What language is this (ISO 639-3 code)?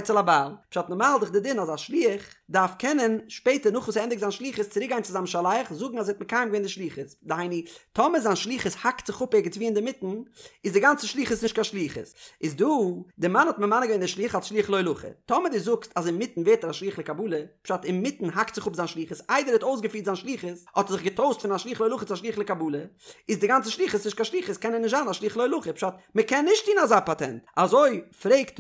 yid